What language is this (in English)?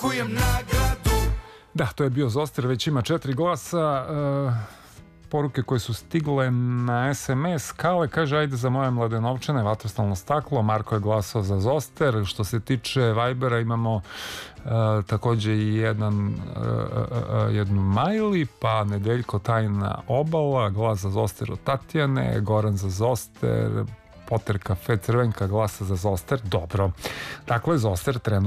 Serbian